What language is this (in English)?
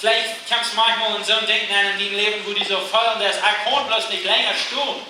Plautdietsch